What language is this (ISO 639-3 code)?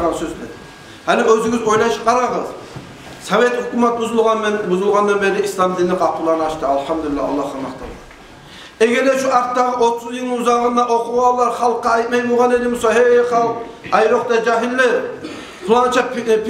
kum